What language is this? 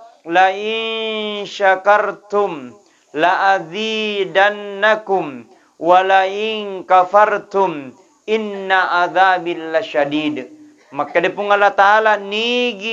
Buginese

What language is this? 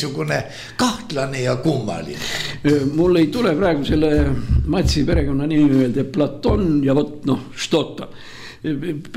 Estonian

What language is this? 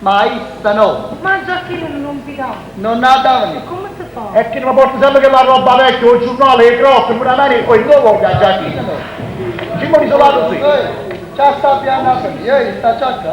Neapolitan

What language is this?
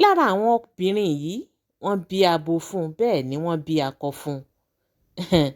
Yoruba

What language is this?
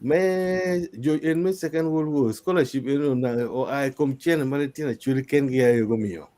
Acoli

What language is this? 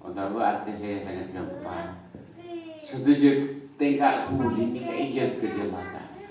Madurese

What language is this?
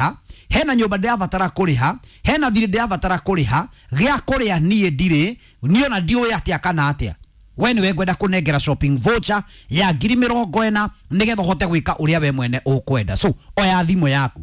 Kikuyu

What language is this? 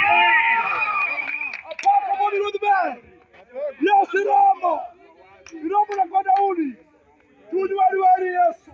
Luo (Kenya and Tanzania)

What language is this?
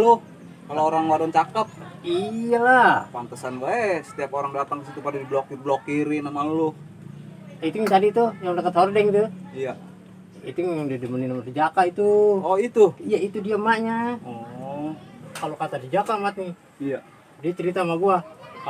Betawi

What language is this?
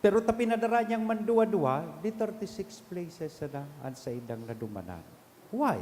Bikol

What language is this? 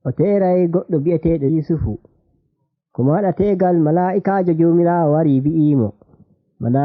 Nigerian Fulfulde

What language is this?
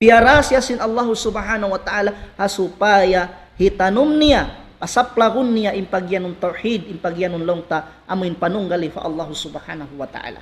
Tausug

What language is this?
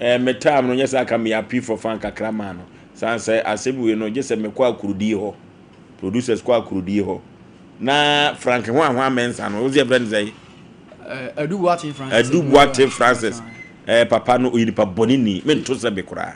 Akan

